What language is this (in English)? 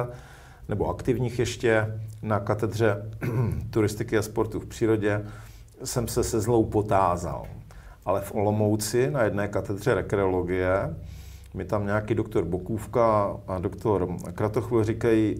Czech